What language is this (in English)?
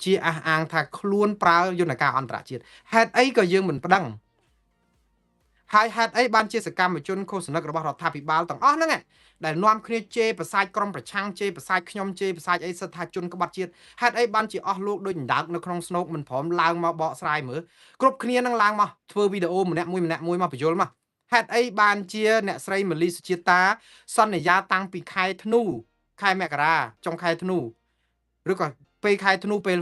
Khmer